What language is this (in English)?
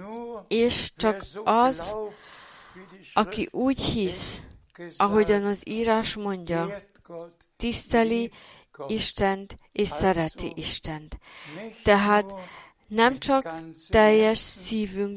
Hungarian